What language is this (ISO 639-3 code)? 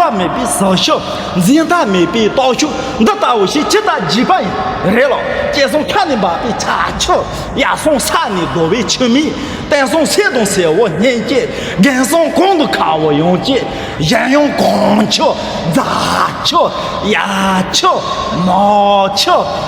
bod